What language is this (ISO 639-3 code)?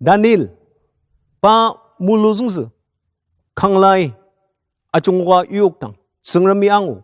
njo